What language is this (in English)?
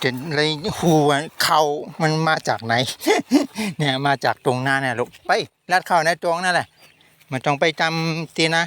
Shan